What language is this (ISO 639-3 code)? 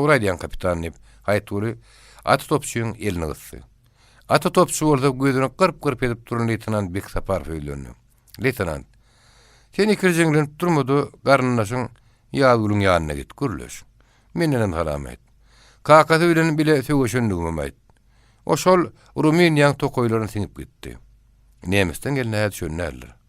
tuk